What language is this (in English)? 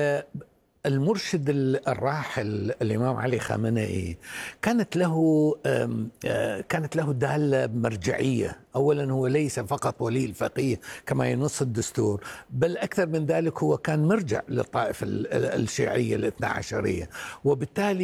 Arabic